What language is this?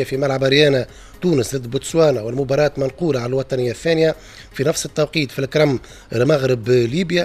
Tunisian Arabic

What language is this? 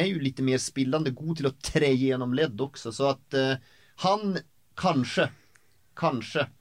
Norwegian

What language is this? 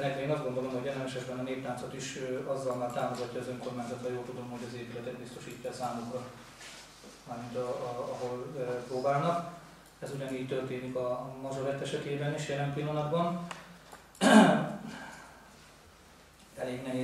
Hungarian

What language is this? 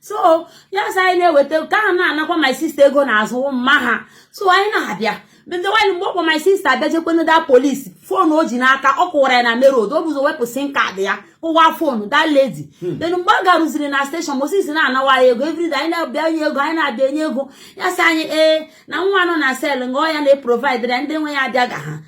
Igbo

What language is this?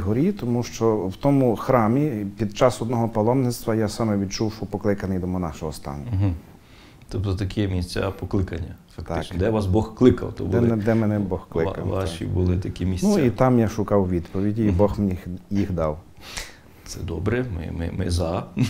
Ukrainian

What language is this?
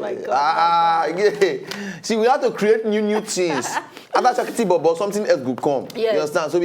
Nigerian Pidgin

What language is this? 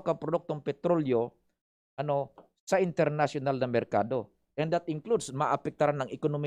Bikol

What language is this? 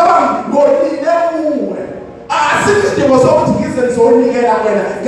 Zulu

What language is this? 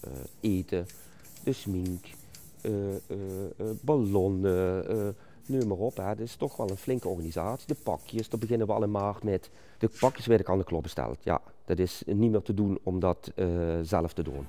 Limburgish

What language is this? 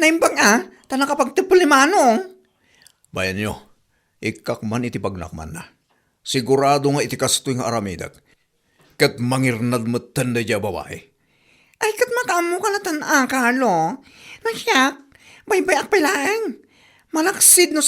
Iloko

